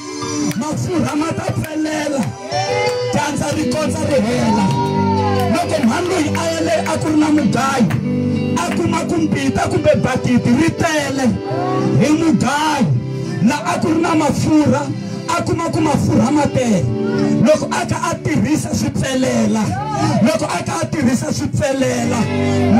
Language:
Tsonga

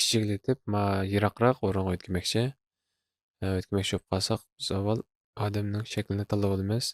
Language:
Uyghur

